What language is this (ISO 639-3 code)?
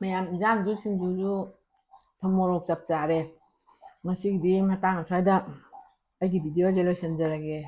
mni